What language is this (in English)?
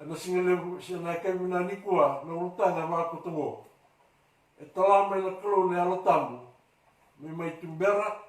Fijian